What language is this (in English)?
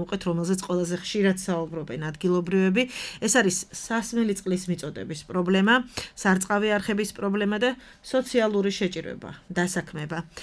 Georgian